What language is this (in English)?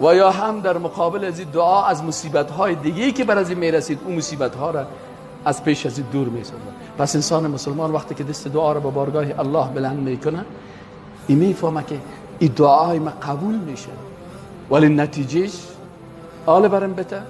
Persian